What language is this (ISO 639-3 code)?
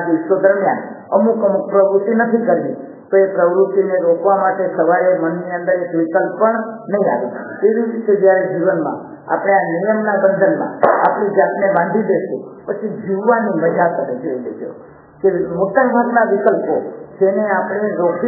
guj